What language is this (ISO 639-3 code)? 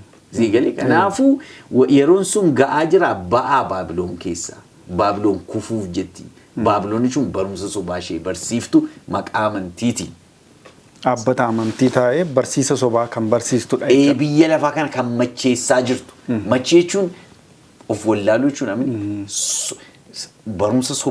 orm